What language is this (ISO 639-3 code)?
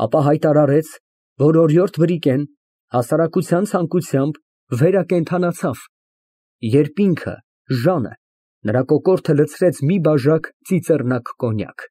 hye